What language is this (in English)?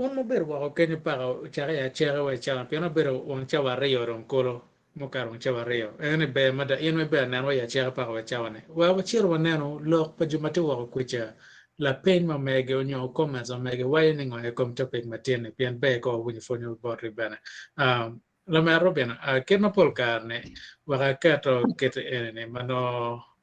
Acoli